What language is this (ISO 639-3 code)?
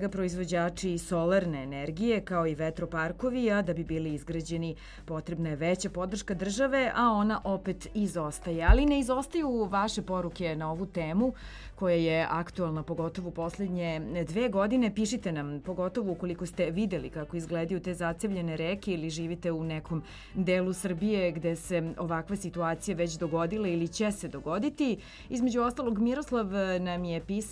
srp